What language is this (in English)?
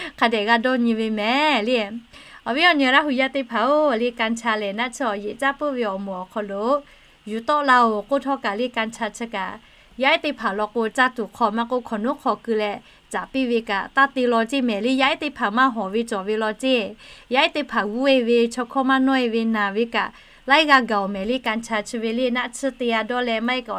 Lahu